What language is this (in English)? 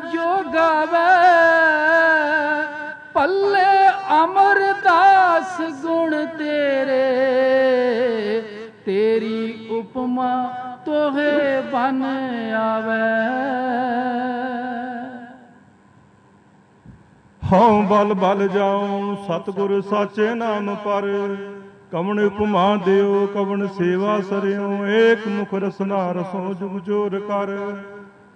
Punjabi